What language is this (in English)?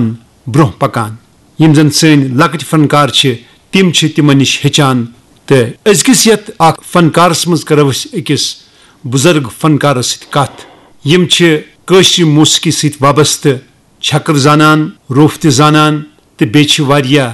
Kashmiri